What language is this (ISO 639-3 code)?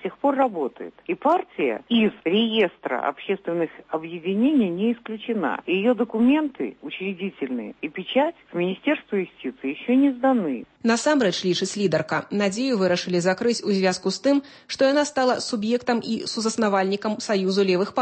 bel